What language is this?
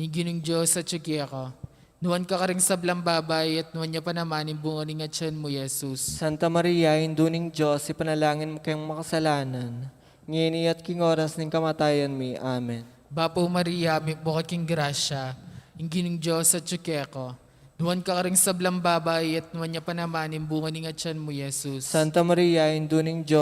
Pampanga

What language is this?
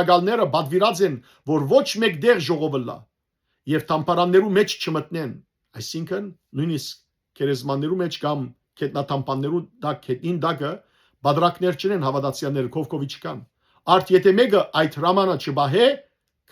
Western Armenian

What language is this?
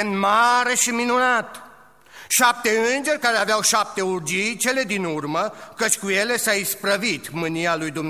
Romanian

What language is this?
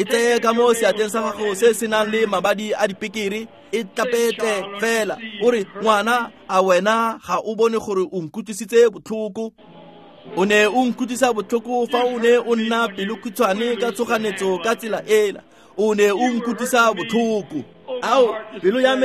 Tswana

